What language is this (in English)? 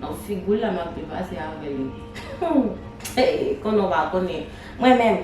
Haitian Creole